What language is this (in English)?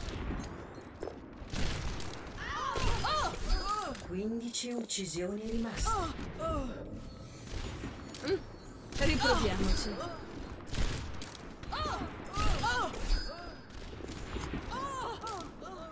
Italian